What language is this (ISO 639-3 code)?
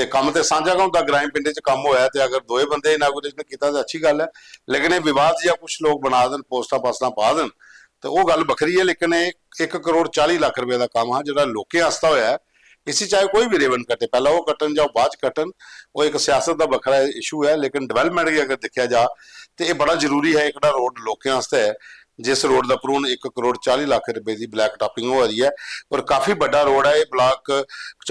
doi